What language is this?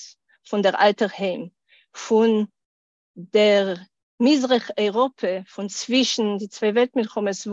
Yiddish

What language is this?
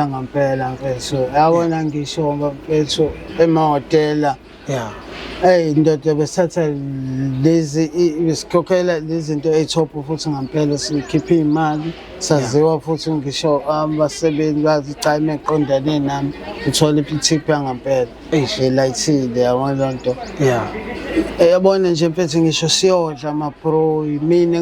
Zulu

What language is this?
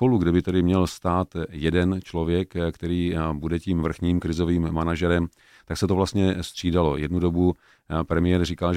Czech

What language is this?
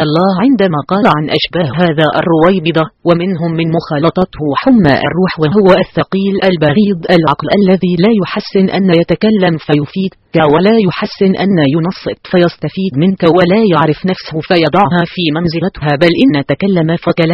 Arabic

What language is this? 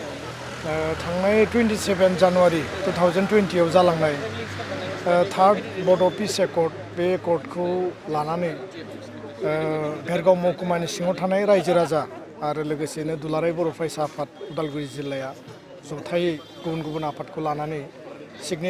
Bodo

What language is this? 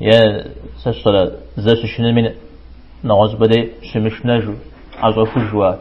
Kabardian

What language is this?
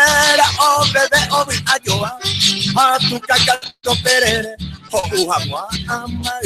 Guarani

